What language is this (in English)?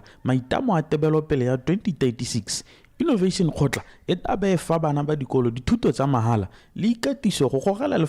Tswana